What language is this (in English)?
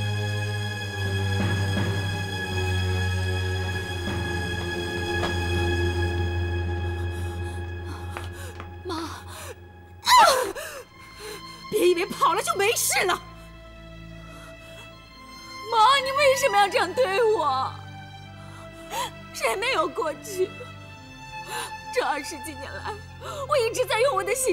Chinese